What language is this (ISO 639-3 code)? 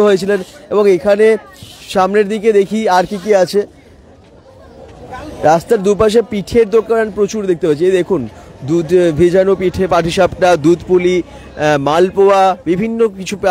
ben